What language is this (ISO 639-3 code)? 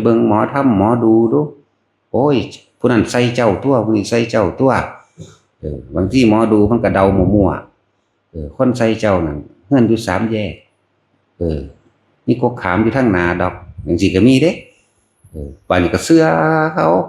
lao